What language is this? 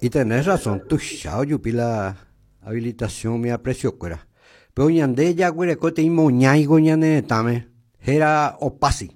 Guarani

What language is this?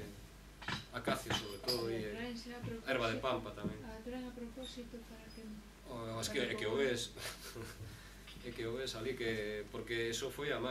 Galician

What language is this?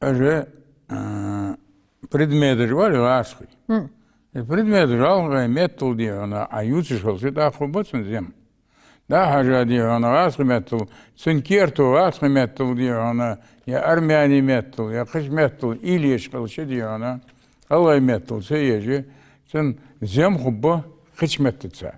Ingush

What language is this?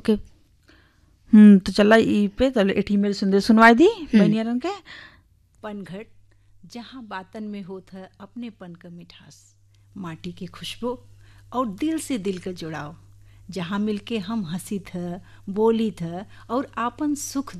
Bhojpuri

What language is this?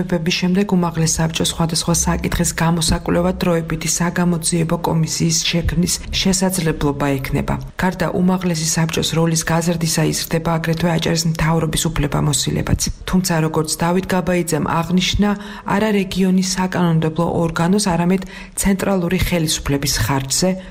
Georgian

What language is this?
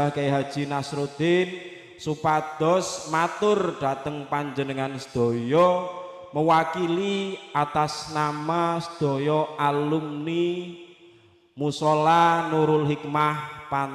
Javanese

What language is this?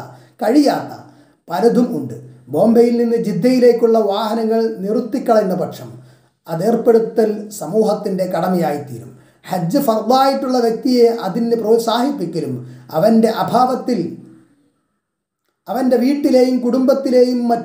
Malayalam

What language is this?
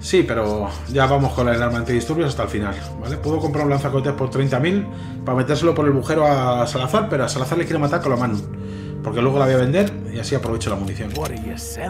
Spanish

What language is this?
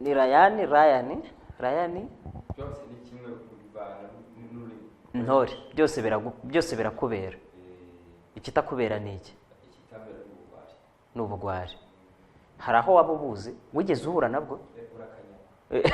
Kinyarwanda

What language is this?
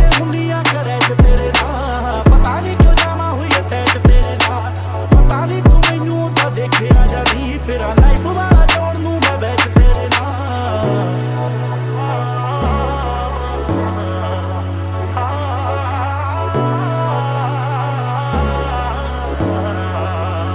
Punjabi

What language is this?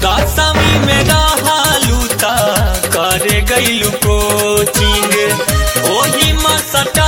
Bhojpuri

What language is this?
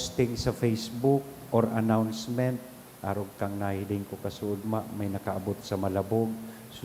Bikol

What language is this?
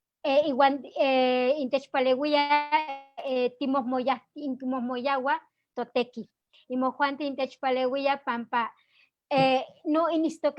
Eastern Huasteca Nahuatl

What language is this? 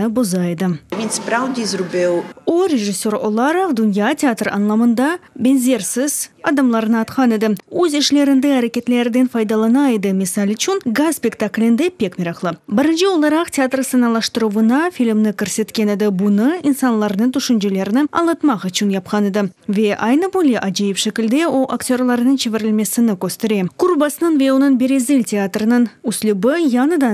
Crimean Tatar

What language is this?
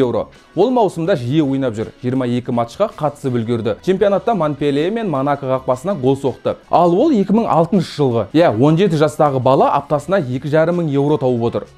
Kazakh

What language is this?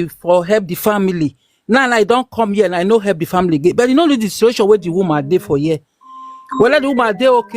Nigerian Pidgin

